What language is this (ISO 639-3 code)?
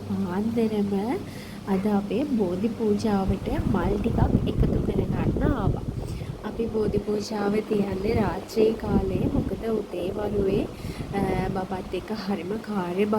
sin